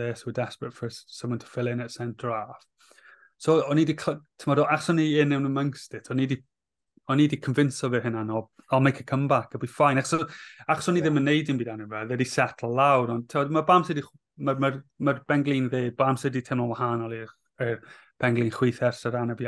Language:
Welsh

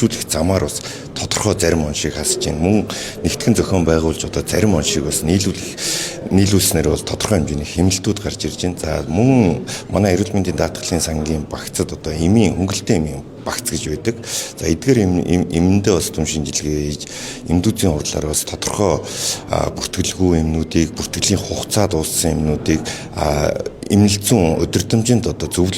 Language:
Mongolian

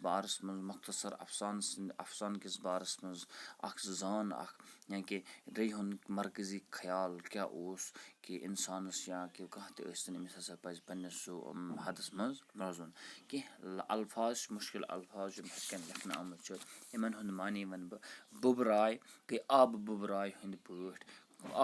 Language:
Kashmiri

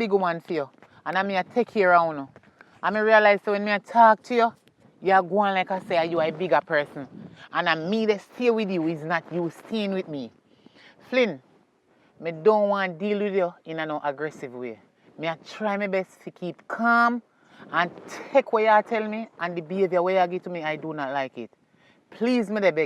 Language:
Jamaican Creole English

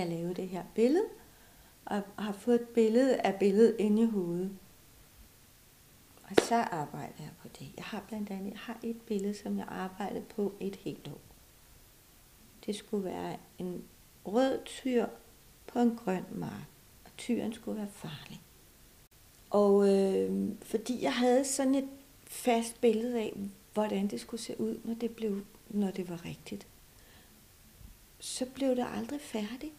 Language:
Danish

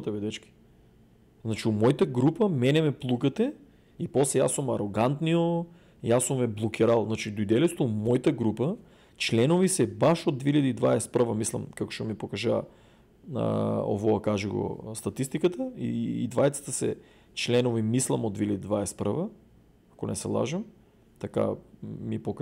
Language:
Macedonian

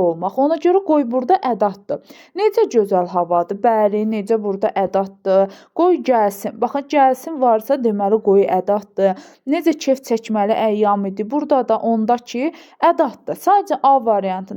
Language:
Azerbaijani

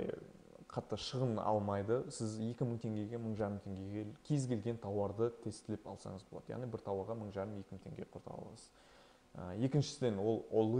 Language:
Kazakh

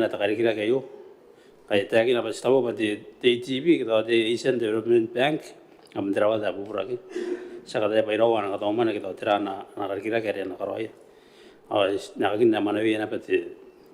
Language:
Gilbertese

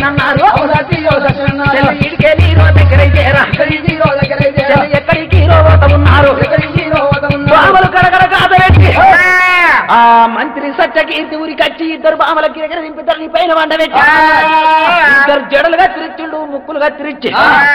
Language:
Telugu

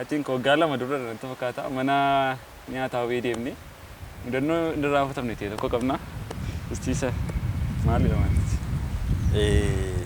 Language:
Oromo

